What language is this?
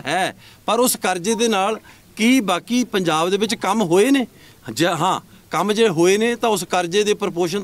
Punjabi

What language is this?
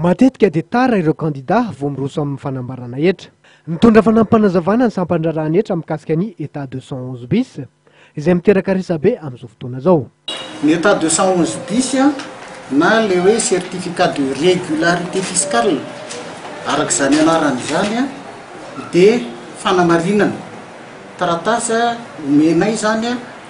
Malagasy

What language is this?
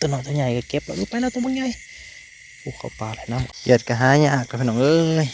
Northeastern Thai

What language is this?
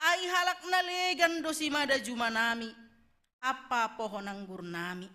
Batak Simalungun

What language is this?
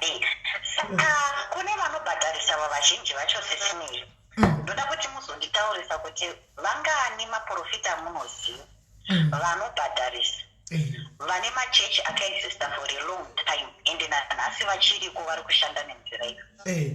Shona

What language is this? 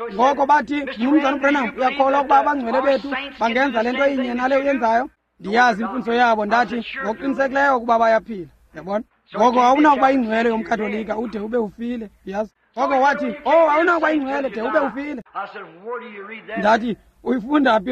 Xhosa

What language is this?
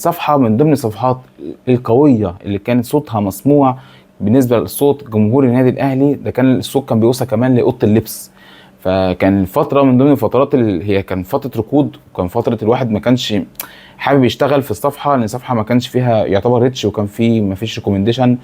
Egyptian Arabic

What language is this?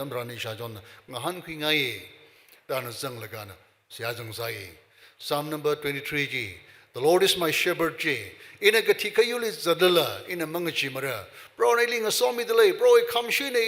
Tangkhul Naga (India)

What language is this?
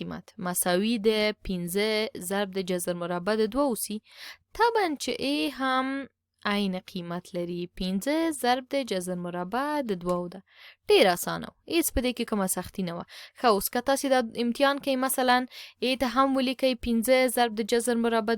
Pashto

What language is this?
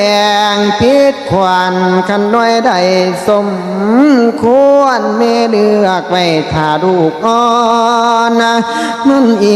Northeastern Thai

